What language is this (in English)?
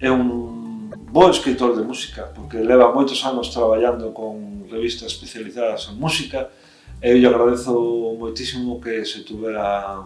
Galician